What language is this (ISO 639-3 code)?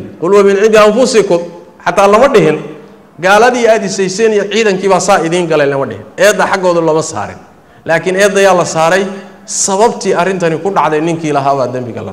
som